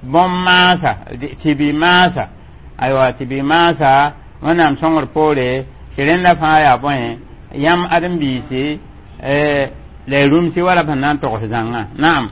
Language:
Mossi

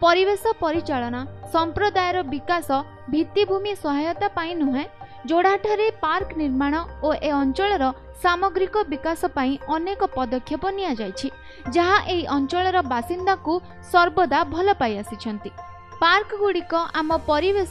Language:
Odia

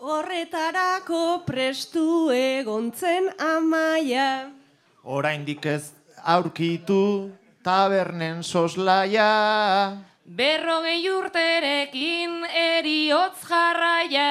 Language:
Basque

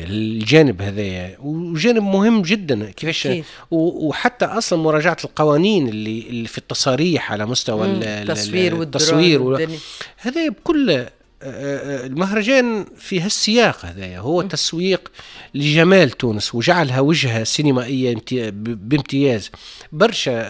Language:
Tunisian Arabic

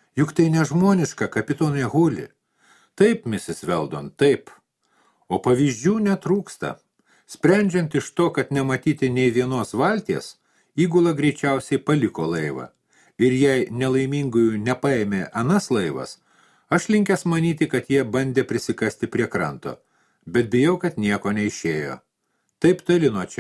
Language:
Lithuanian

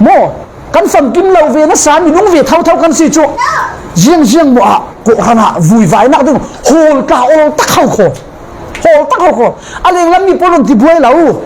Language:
Falam Chin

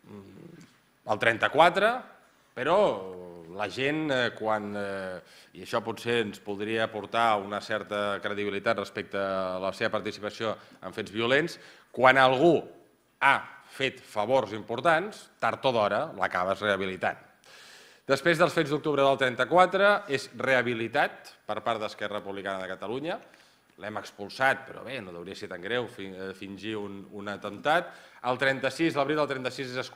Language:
Catalan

